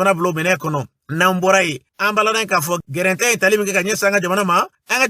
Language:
Bambara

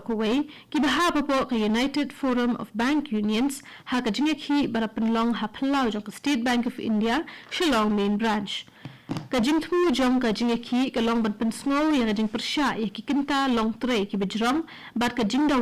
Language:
Khasi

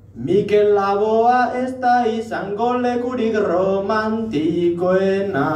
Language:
Basque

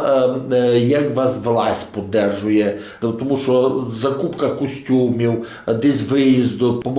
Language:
Rusyn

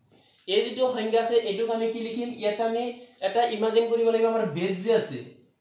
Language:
Assamese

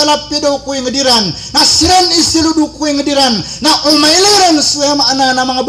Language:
Maranao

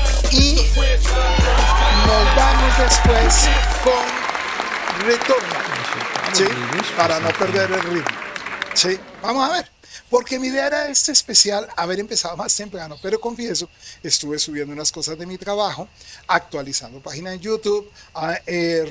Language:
Spanish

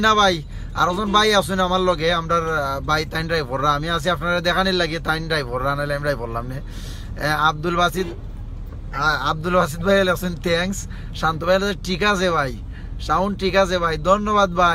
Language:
Sylheti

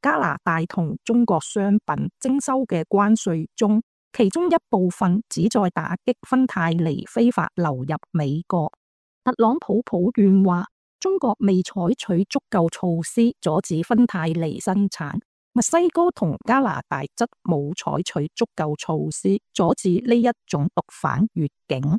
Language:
Cantonese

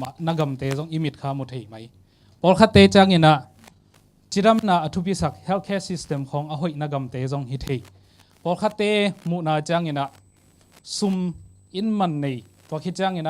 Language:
Tedim Chin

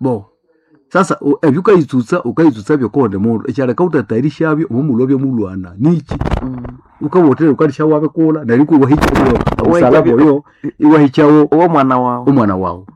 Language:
Nande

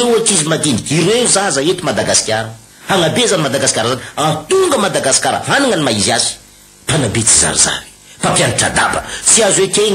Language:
Malagasy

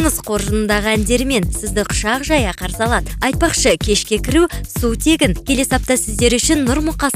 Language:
Kazakh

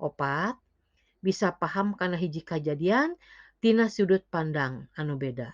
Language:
Sundanese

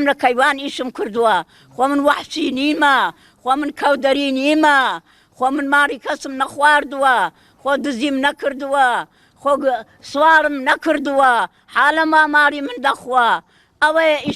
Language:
Central Kurdish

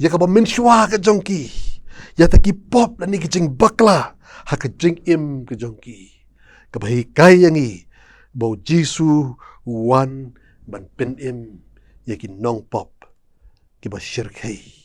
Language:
Khasi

